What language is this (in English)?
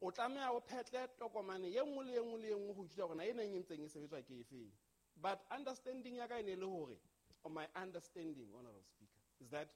Southern Sotho